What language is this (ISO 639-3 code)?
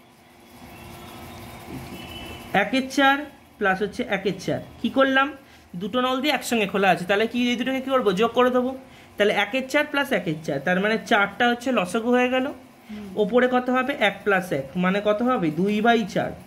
ben